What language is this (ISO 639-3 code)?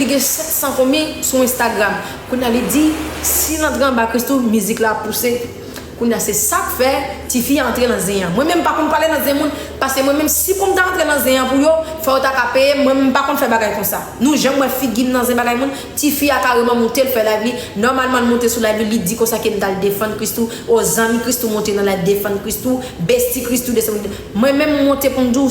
hat